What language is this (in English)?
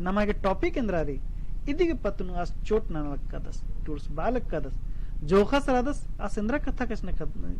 Kurukh